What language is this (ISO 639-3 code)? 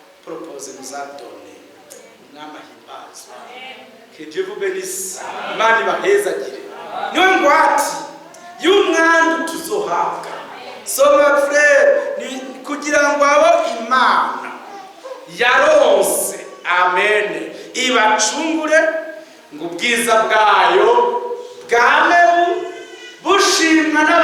run